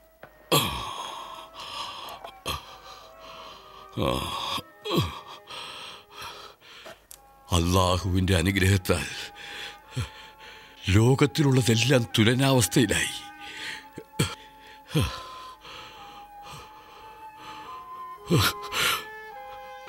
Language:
Malayalam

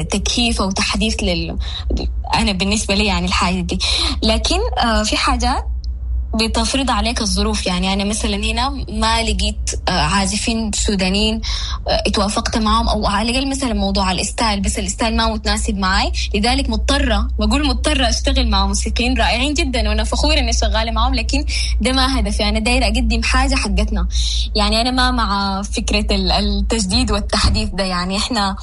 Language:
Sudanese Arabic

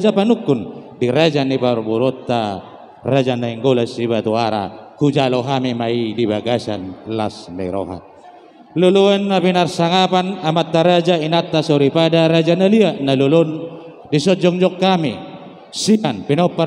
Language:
Batak Toba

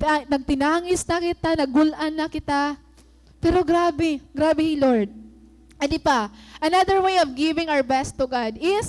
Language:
Waray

